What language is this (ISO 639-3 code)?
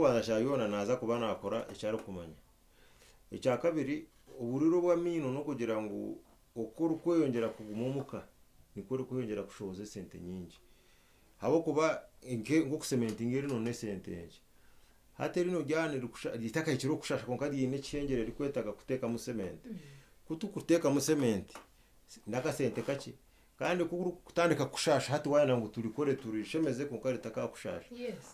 nyn